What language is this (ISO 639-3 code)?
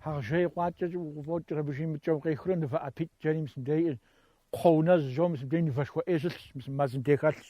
kbd